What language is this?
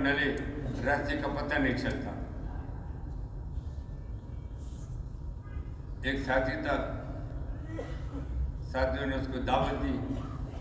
Urdu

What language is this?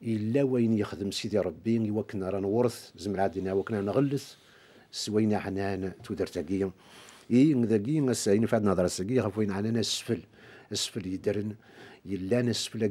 Kabyle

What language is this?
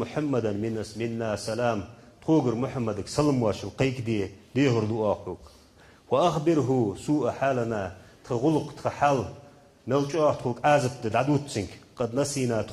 Ingush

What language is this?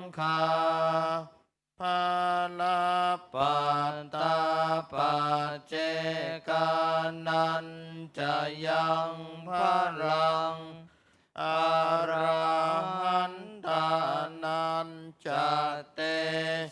Pali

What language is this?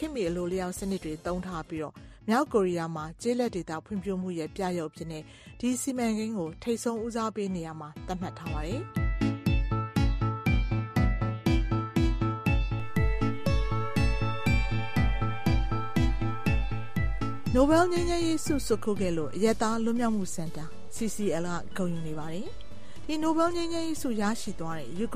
Burmese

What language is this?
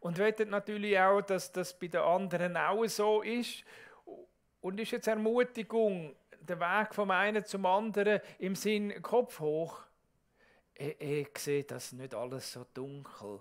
Swiss German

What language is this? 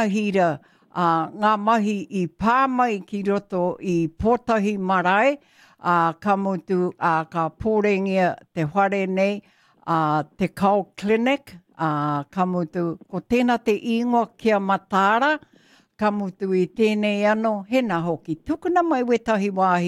Māori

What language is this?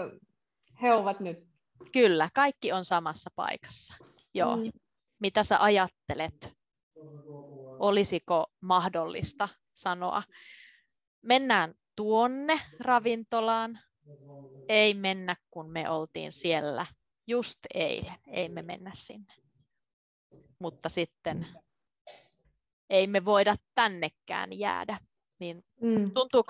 Finnish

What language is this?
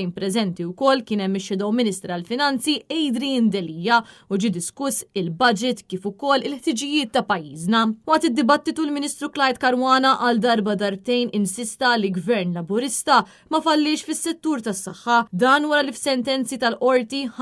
Maltese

